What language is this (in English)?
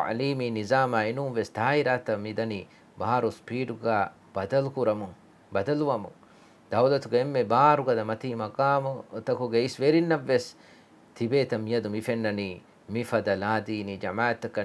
Divehi